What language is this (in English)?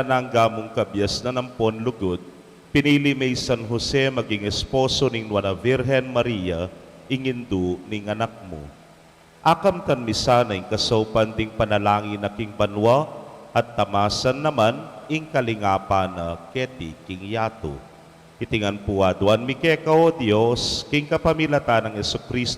Pampanga